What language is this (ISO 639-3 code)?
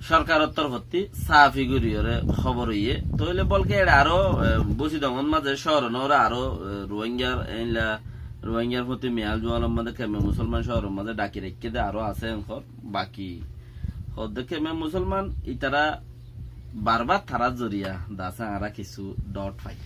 rhg